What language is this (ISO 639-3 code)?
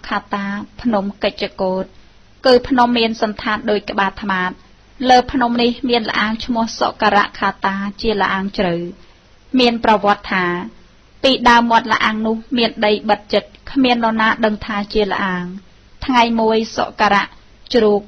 khm